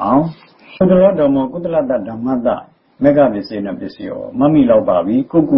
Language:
Burmese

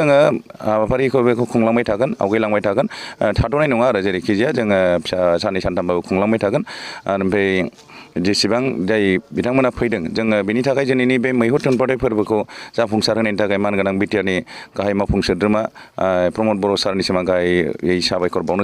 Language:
Bodo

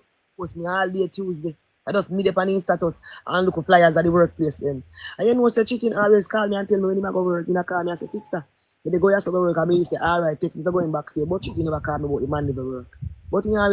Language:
Jamaican Creole English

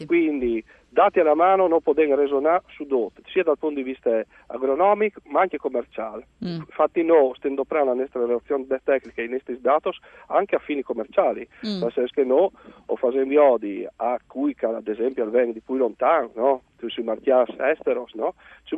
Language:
Friulian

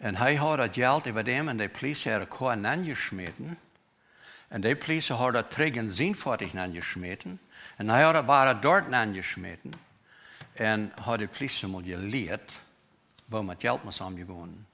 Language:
Plautdietsch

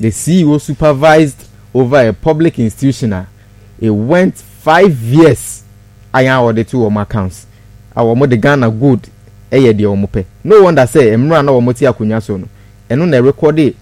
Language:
Akan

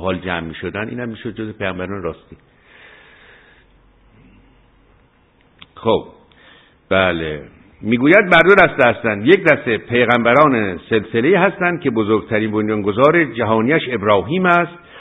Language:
Persian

